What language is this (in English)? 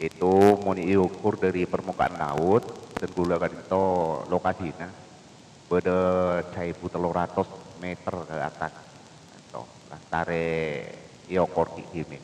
Madurese